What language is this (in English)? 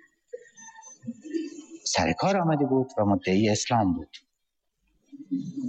Persian